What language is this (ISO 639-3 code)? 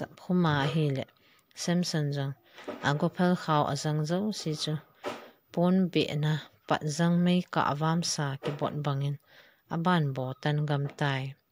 tcz